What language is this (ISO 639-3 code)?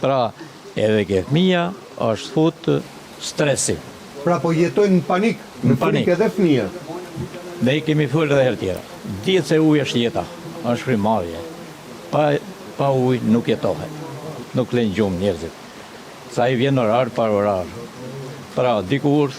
sqi